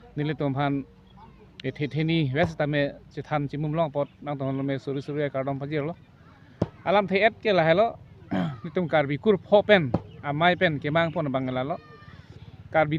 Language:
Karbi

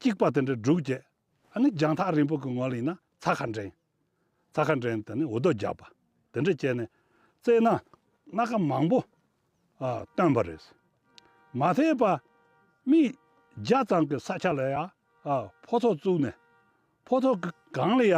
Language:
Tibetan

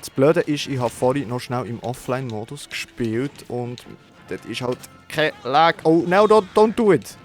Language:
Swiss German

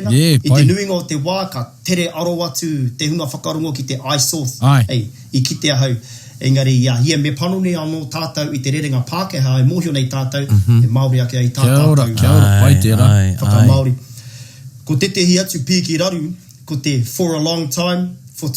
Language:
Māori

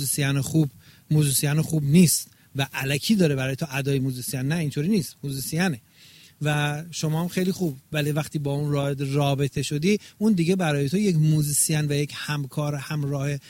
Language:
Persian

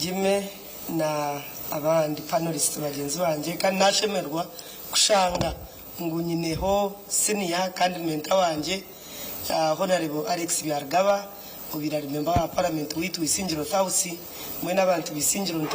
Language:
Nyankole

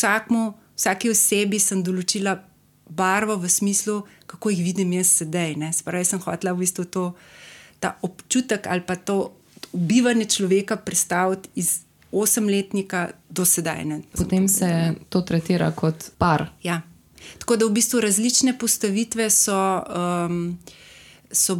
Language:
Slovenian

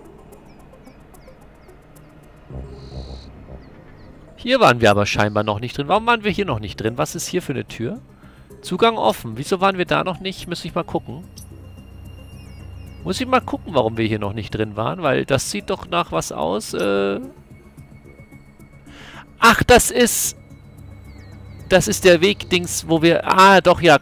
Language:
German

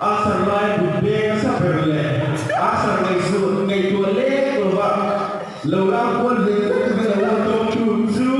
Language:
Mizo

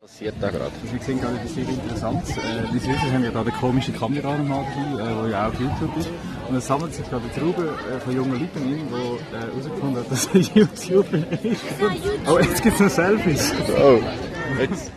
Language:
Swiss German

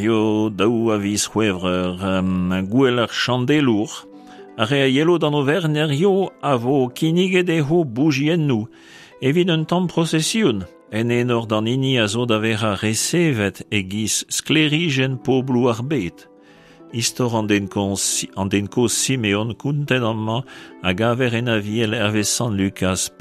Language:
Breton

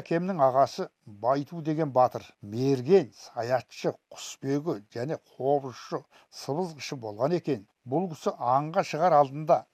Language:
Kazakh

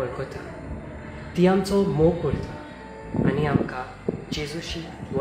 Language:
Konkani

